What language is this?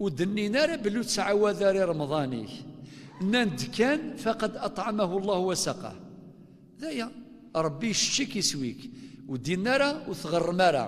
Kabyle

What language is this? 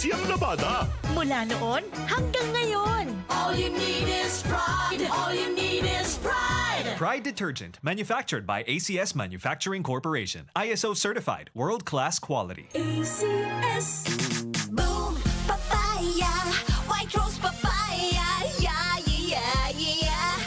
Bikol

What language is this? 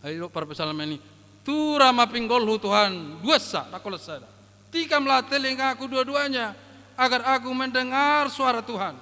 Batak Toba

